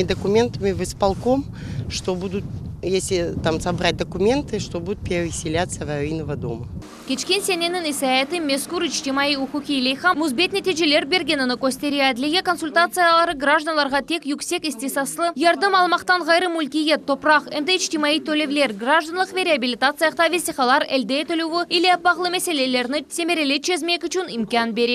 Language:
Crimean Tatar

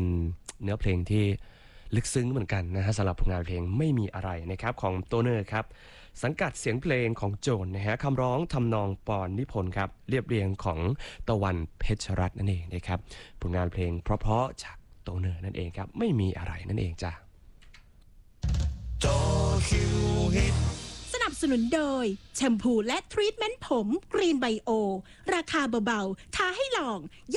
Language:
Thai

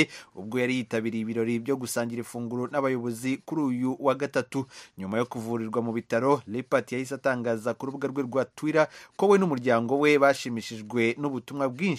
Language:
Kinyarwanda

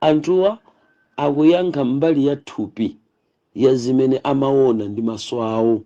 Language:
Nyanja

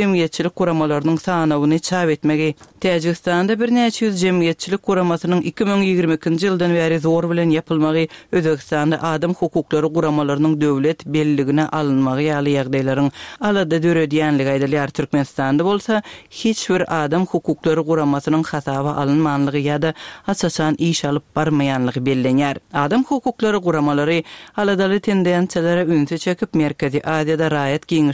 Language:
Turkmen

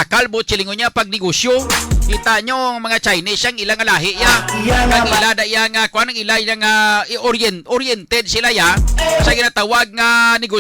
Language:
Hiligaynon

